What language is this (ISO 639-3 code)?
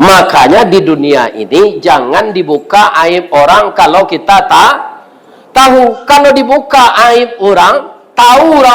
min